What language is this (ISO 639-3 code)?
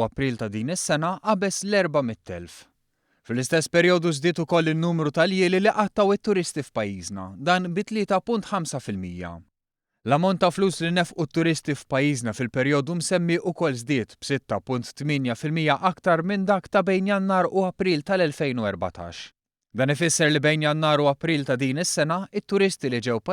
mlt